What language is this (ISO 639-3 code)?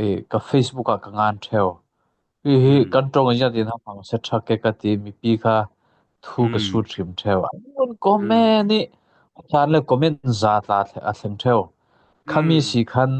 cfm